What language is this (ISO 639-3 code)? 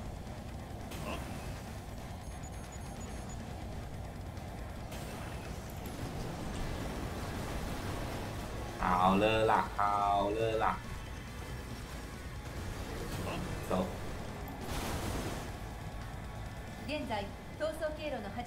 jpn